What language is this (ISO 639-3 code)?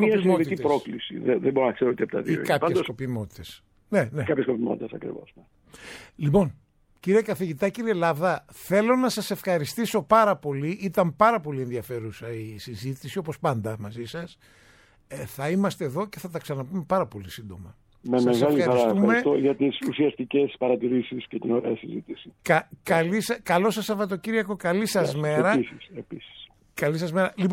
ell